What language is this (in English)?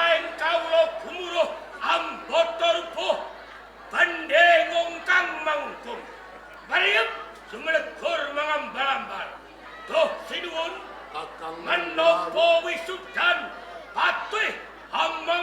Javanese